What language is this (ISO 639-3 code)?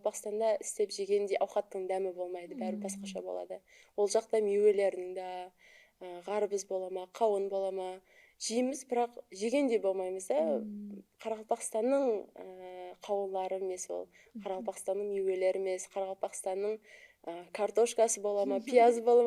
kaa